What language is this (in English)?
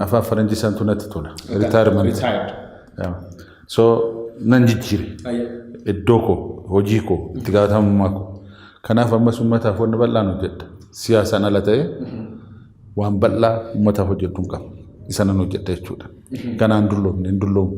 Oromo